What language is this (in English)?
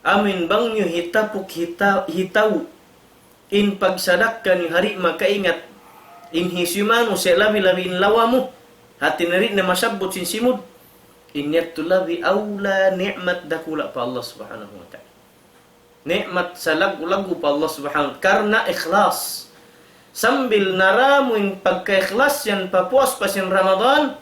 Tausug